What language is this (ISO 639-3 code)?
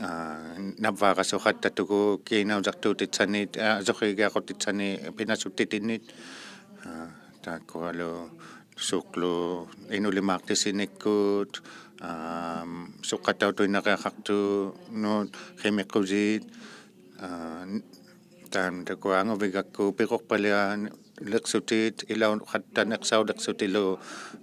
iku